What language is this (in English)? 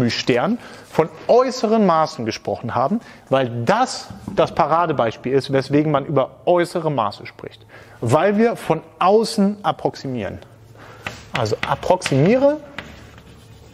German